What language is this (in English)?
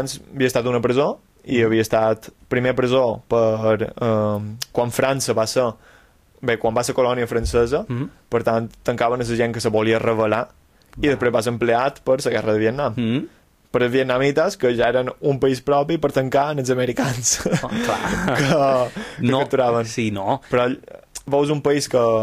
Catalan